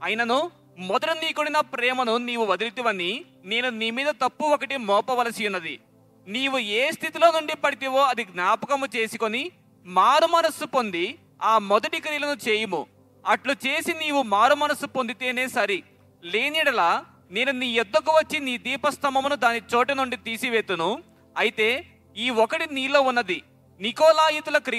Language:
Telugu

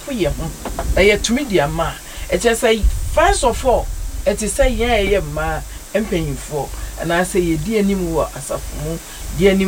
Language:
Akan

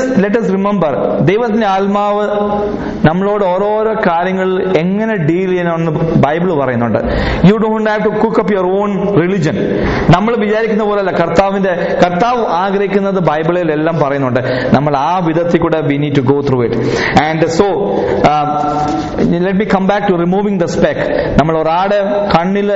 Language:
Malayalam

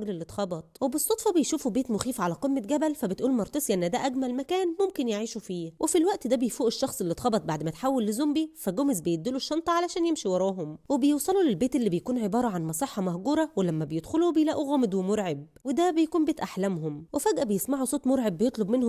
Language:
Egyptian Arabic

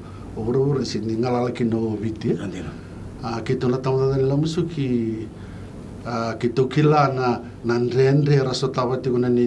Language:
Fijian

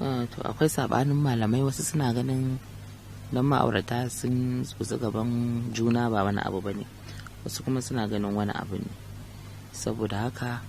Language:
Hausa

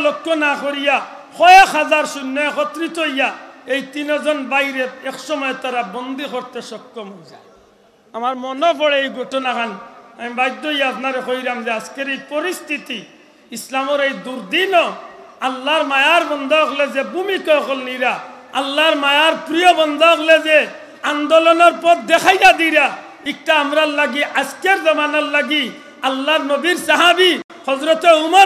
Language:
Sylheti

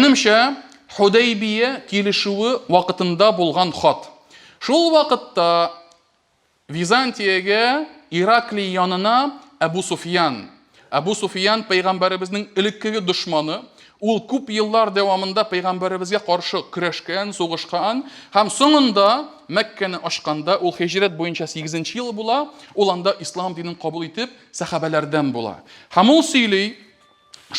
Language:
Tatar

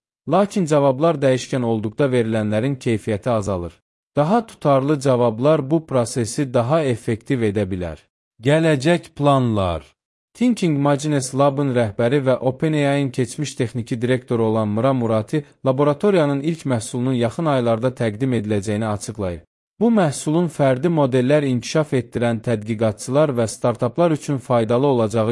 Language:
Azerbaijani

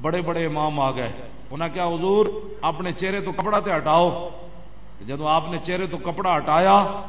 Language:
Western Panjabi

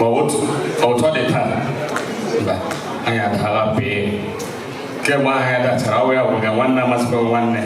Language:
Igbo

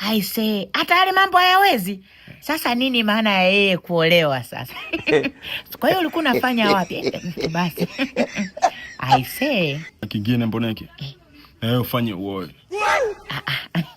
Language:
Swahili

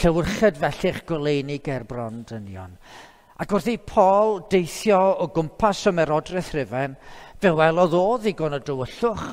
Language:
Welsh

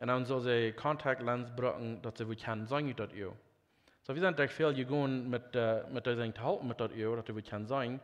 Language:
Plautdietsch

